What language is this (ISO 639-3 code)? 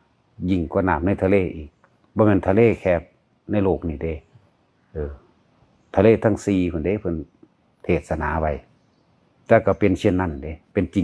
lao